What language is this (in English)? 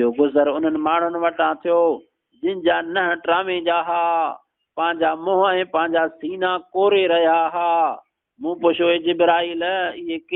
Sindhi